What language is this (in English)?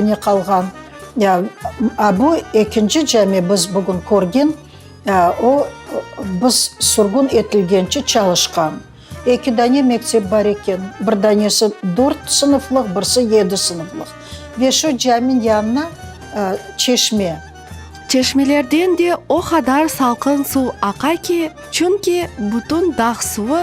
Crimean Tatar